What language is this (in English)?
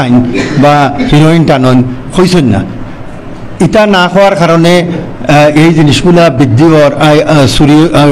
Sylheti